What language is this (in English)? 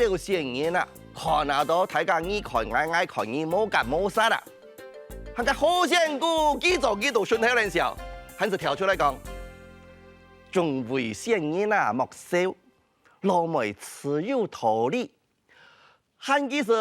Hakka Chinese